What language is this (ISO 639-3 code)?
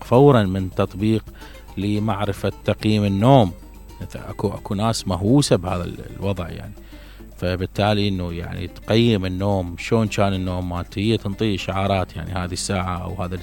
acm